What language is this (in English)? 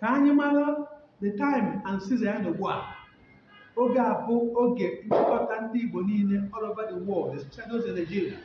Igbo